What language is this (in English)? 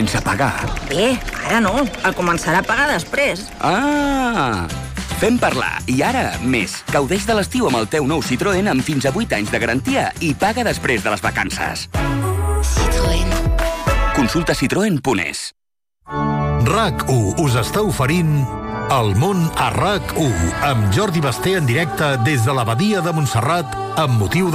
Catalan